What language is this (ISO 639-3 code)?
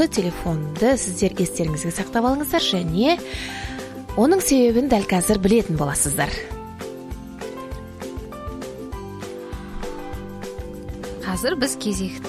kaz